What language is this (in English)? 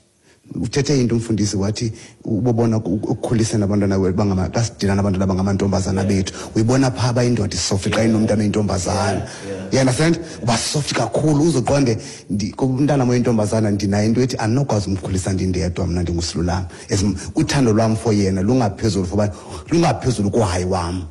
Xhosa